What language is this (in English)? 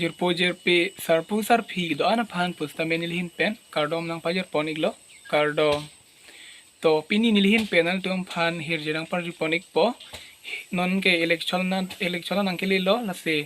Karbi